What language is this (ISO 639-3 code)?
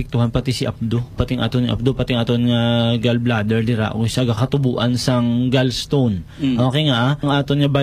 hil